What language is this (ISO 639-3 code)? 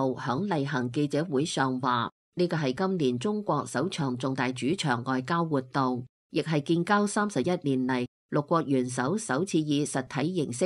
yue